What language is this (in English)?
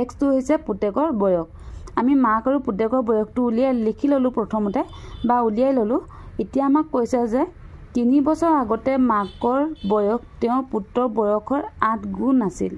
Assamese